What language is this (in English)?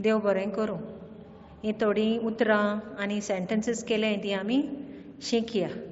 Konkani